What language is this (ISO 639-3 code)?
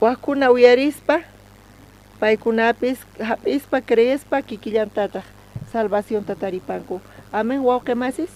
quh